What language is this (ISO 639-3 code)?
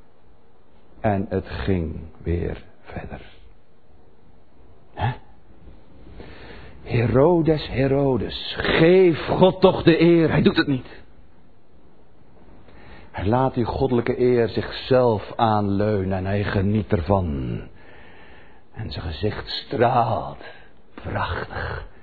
nld